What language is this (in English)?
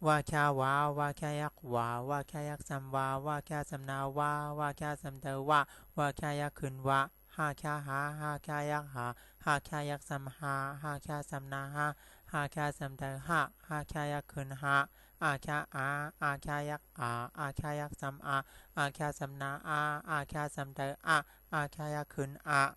Shan